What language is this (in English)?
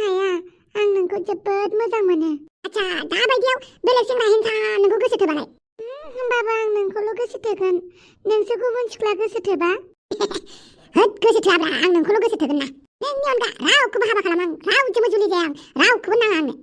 Bodo